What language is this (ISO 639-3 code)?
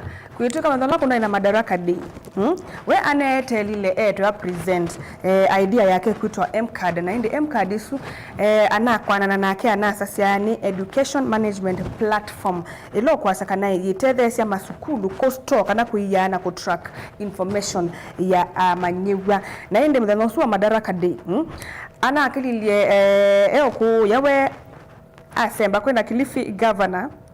kam